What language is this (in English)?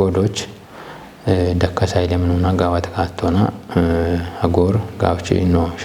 Kafa